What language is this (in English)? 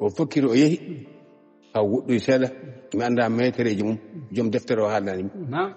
Fula